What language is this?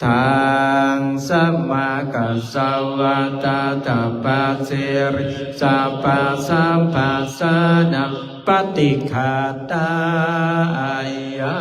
Pali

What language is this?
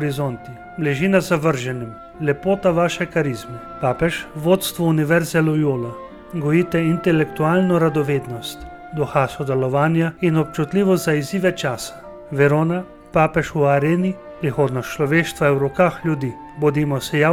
Slovenian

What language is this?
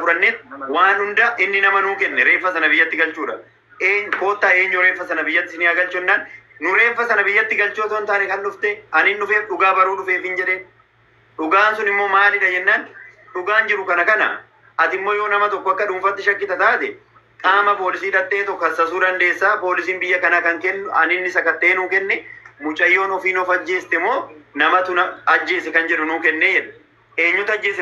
Oromo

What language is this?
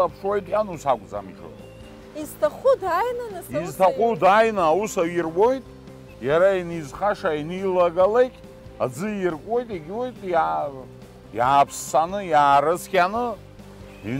Abkhazian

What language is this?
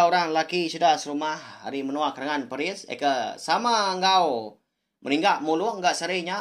Iban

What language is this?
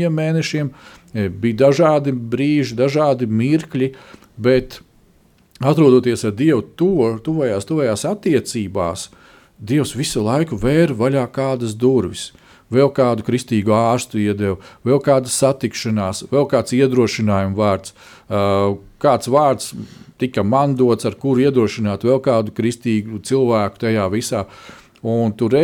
Latvian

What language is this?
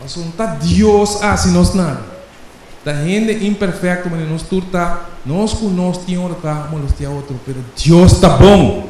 Papiamento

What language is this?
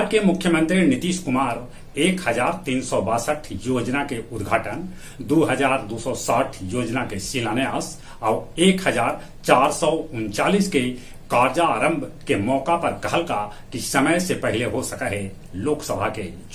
Magahi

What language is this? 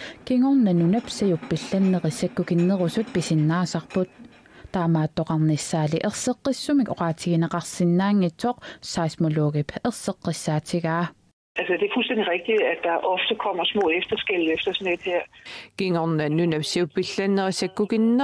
Kalaallisut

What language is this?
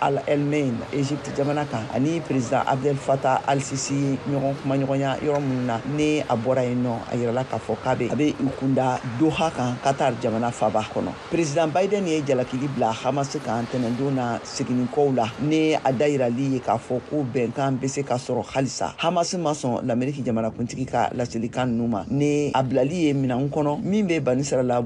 Bambara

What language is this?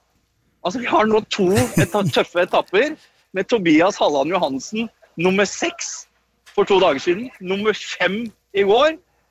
Norwegian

